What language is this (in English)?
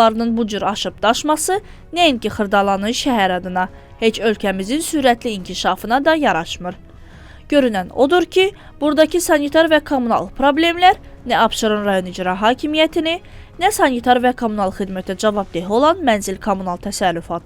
Azerbaijani